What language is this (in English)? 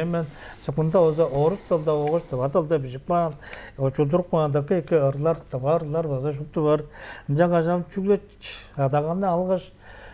Tuvinian